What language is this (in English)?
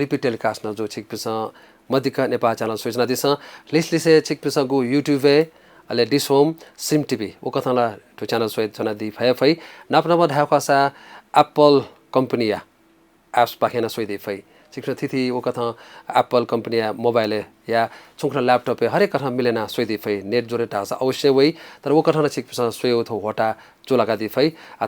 Newari